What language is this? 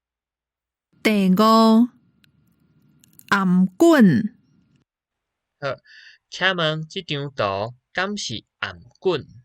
Min Nan Chinese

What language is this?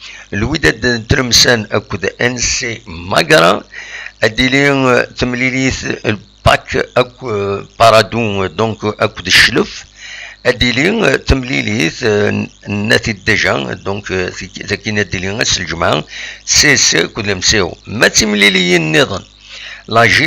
Kabyle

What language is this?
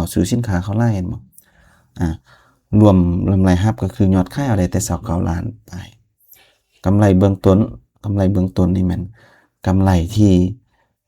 Lao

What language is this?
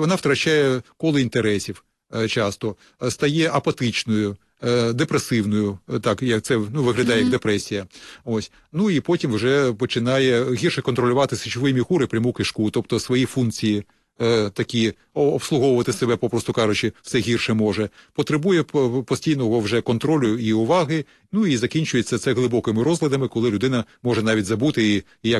Ukrainian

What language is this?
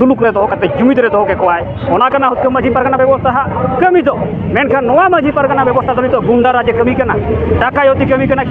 Santali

